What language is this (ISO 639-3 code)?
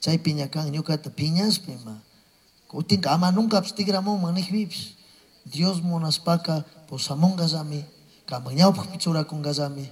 qug